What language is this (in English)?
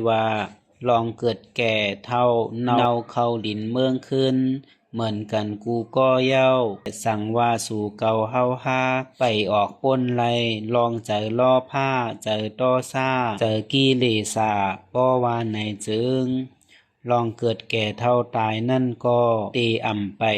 Shan